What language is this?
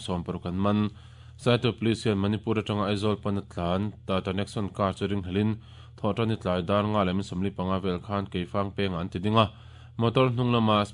Mizo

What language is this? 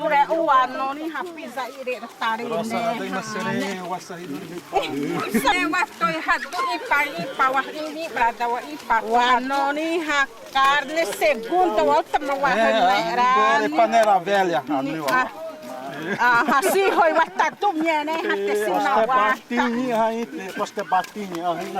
Xavánte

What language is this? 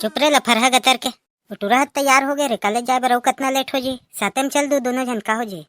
Chhattisgarhi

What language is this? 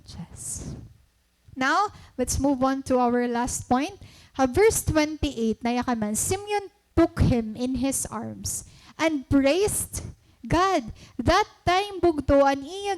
Waray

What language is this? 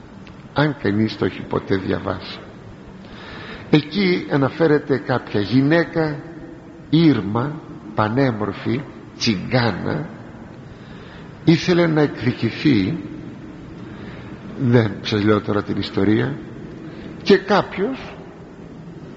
Greek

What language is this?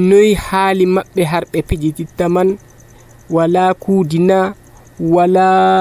Nigerian Fulfulde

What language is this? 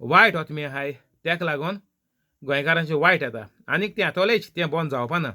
Konkani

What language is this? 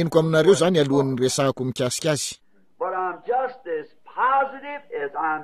Malagasy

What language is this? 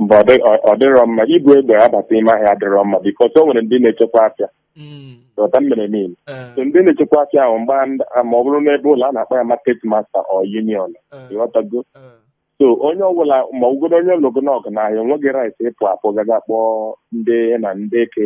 Igbo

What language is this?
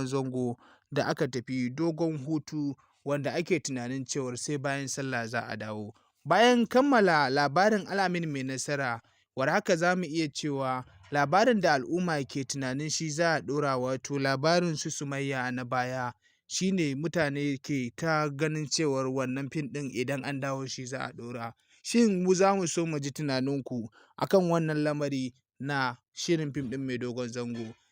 Hausa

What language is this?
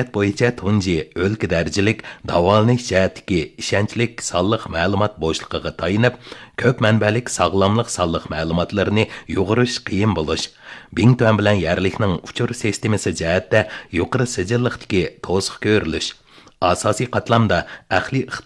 Uyghur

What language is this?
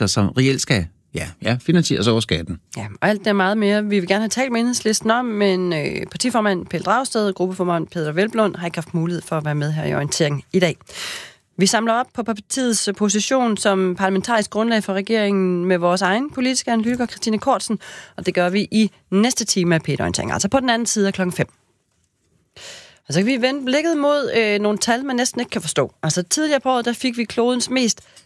Danish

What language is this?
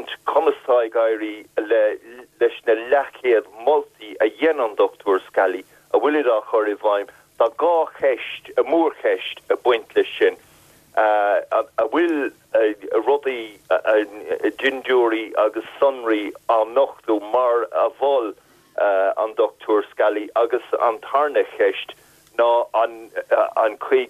Irish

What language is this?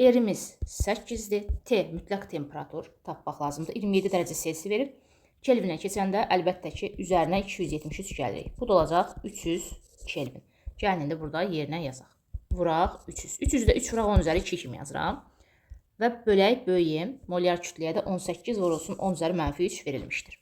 Azerbaijani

